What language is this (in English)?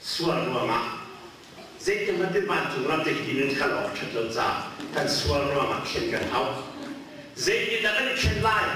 Hakha Chin